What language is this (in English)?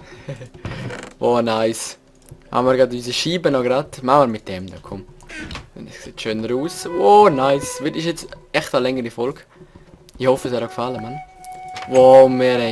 Swiss German